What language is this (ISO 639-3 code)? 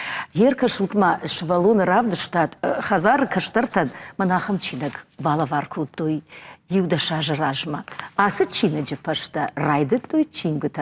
oss